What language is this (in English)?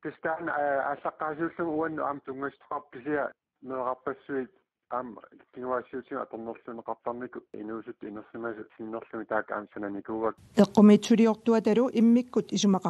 Kalaallisut